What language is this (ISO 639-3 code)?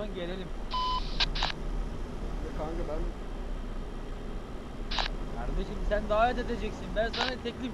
tur